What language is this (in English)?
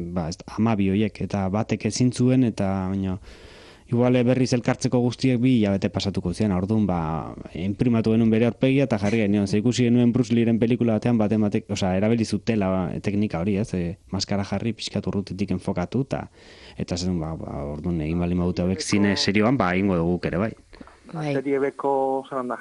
Basque